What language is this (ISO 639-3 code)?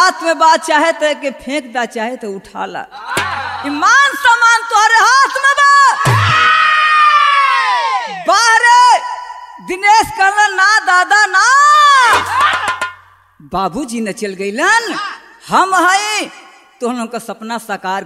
bho